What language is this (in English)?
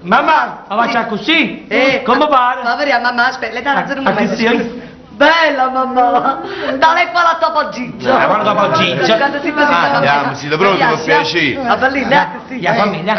Neapolitan